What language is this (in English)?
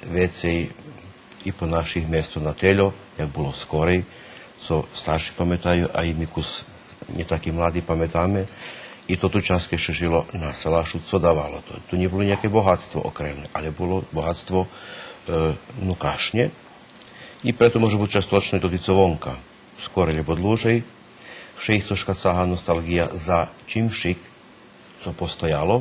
Rusyn